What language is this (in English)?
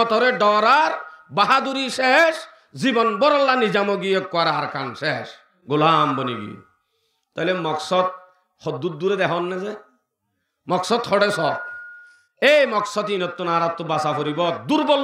Rohingya